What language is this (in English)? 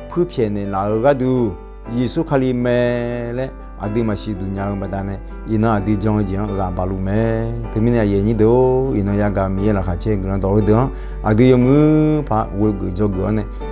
Akha